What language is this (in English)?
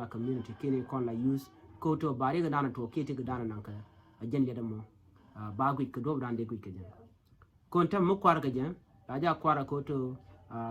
Nuer